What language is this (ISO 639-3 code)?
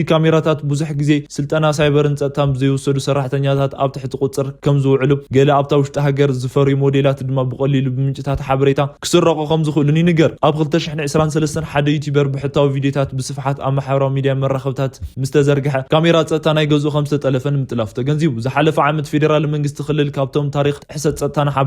tir